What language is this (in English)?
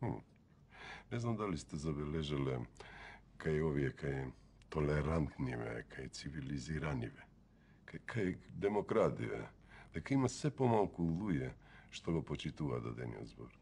Macedonian